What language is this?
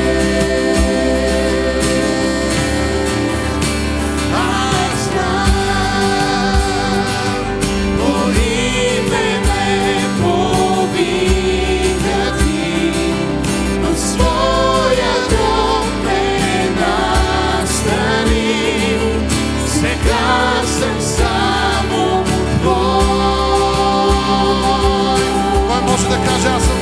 Bulgarian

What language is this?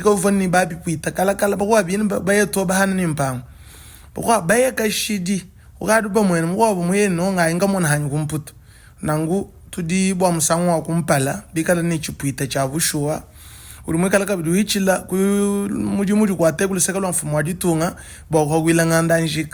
Luba-Lulua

